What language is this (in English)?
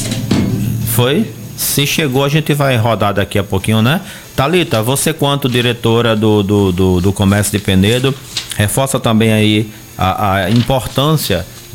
Portuguese